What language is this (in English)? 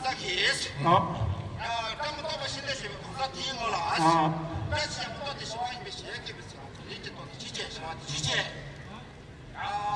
Tibetan